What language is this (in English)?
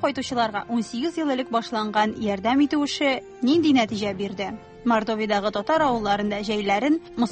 Tatar